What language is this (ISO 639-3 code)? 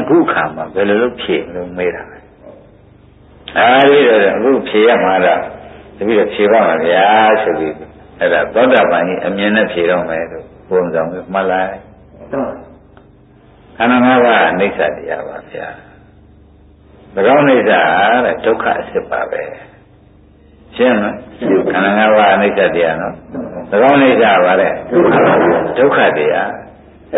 mya